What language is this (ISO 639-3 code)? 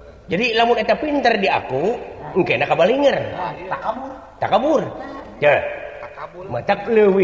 sun